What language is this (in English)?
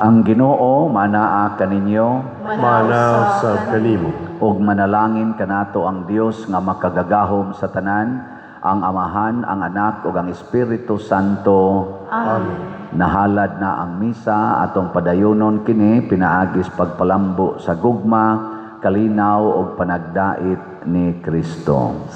Cebuano